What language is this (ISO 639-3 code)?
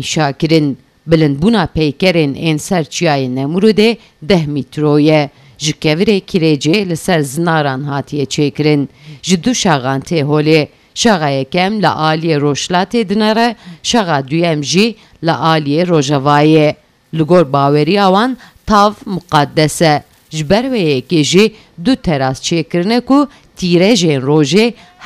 kur